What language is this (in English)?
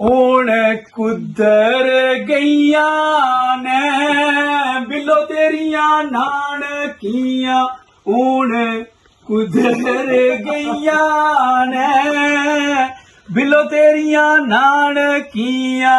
Dogri